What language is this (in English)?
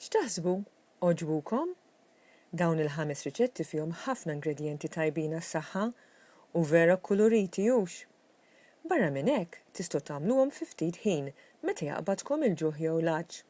Maltese